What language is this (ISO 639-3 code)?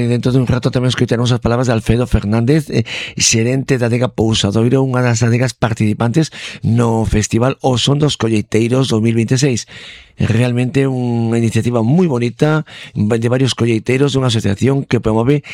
glg